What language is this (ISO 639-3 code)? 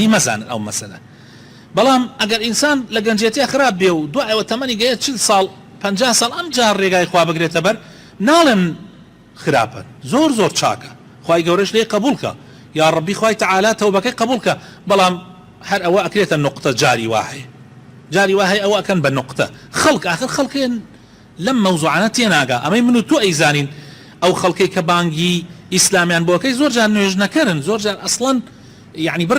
ckb